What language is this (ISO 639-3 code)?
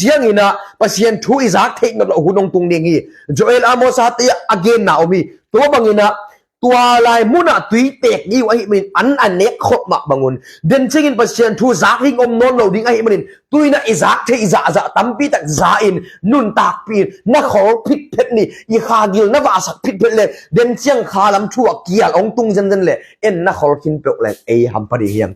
ctd